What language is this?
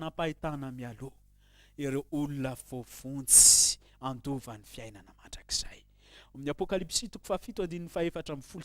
Malagasy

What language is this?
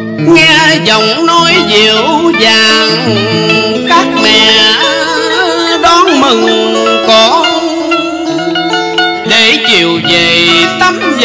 Vietnamese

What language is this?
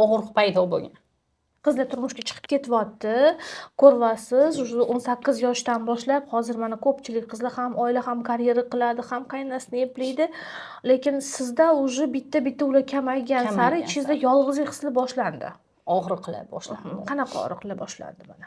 Uzbek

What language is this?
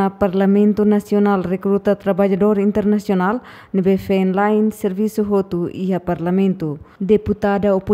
Tetum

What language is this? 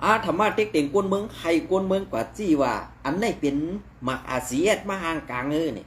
Shan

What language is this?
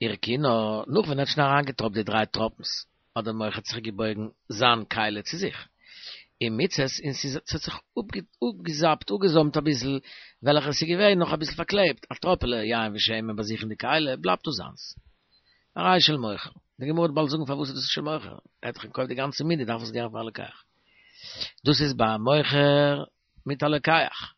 Yiddish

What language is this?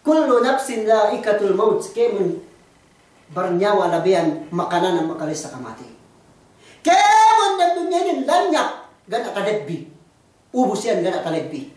Yakan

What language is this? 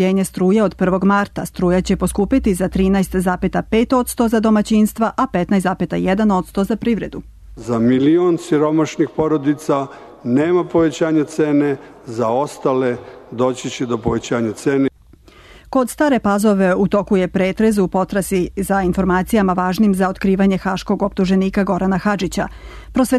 Serbian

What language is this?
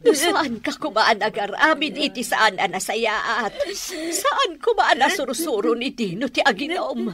Iloko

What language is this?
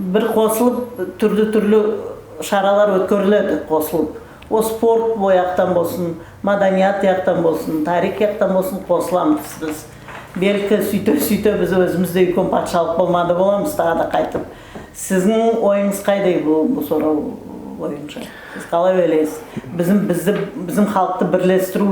Nogai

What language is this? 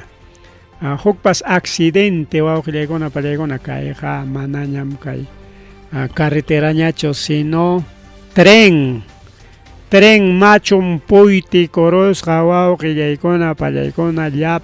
Ayacucho Quechua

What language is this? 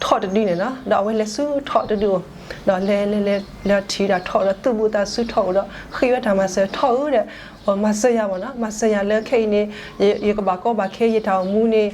S'gaw Karen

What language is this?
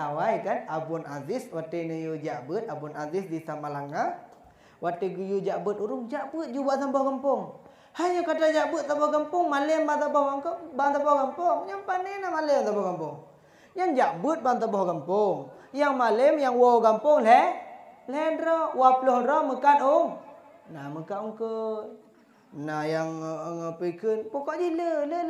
Achinese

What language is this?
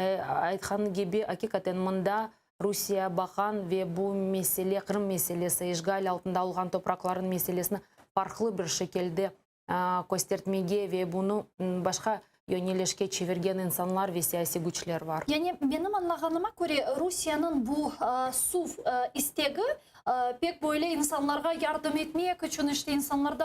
Crimean Tatar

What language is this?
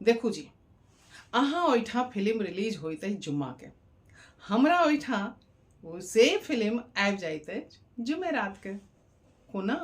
Maithili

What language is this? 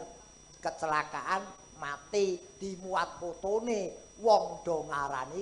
Javanese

